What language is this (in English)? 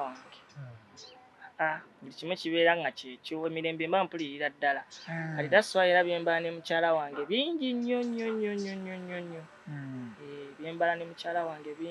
Ganda